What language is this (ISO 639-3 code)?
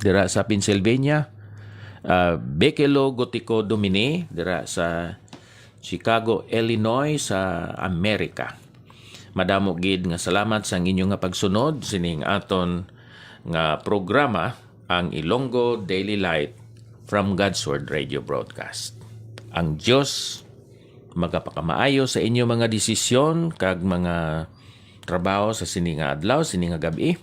hil